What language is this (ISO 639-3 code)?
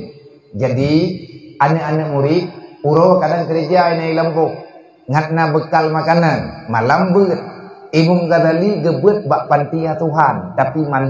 ace